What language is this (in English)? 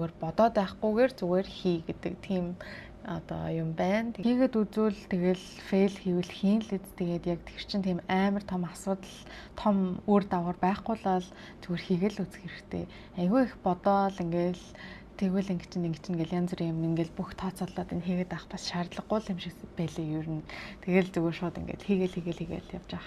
Mongolian